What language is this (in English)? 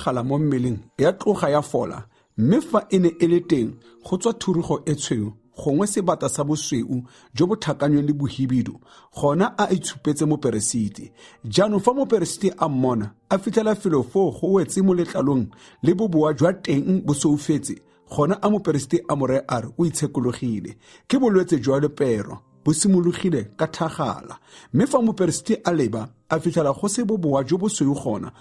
Tswana